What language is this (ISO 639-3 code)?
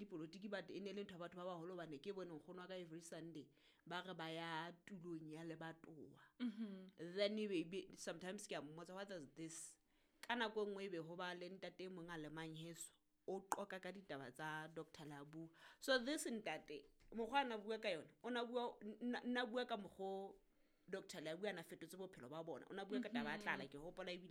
sot